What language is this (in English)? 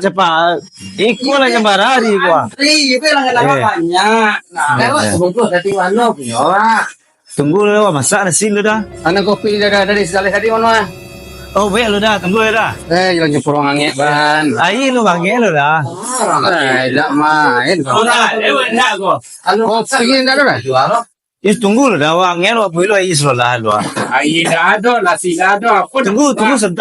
Minangkabau